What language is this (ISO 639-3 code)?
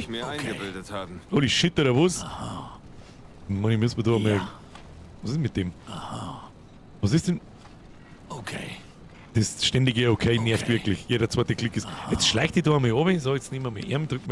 bar